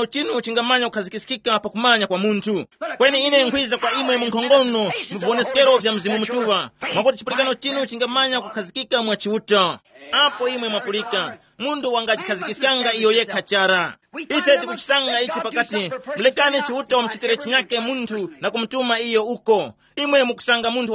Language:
Tumbuka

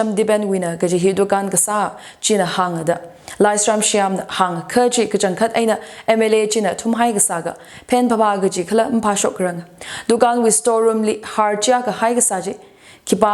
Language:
Tangkhul Naga (India)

